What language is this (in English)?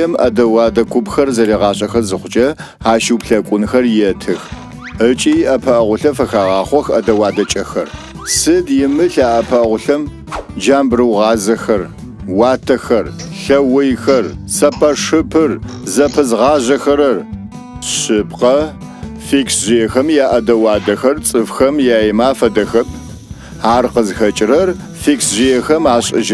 Adyghe